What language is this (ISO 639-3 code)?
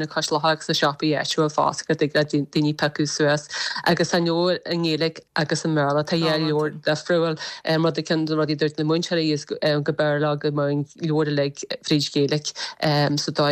gle